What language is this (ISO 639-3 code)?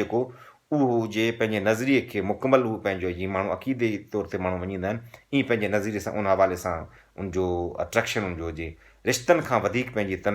snd